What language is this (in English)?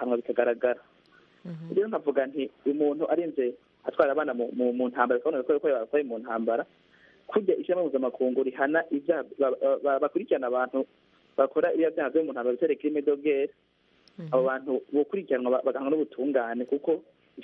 Kinyarwanda